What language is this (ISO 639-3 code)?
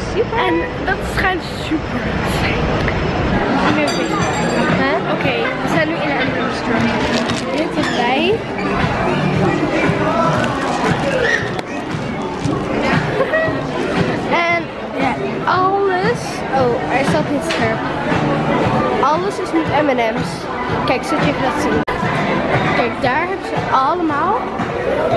nld